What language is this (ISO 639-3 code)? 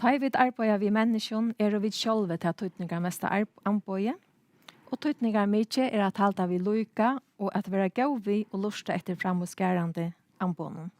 fao